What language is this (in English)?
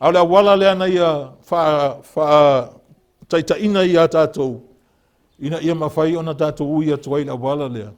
Samoan